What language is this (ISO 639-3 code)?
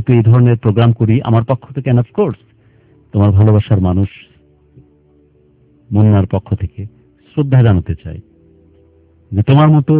ben